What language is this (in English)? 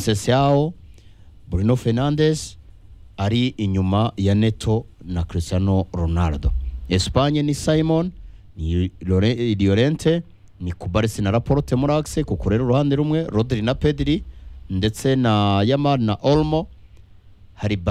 Kinyarwanda